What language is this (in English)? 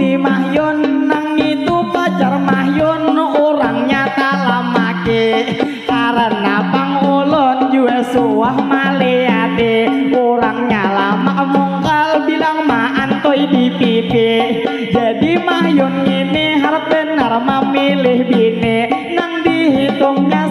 Banjar